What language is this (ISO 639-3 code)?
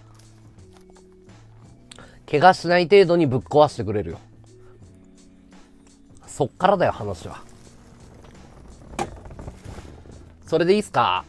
jpn